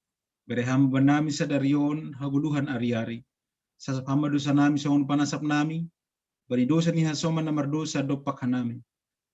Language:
Batak Simalungun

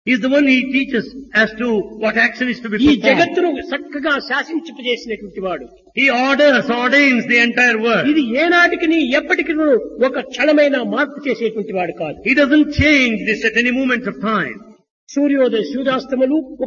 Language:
Telugu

